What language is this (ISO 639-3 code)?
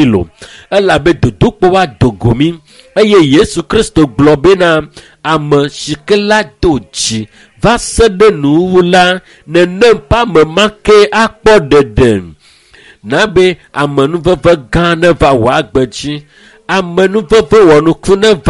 ewe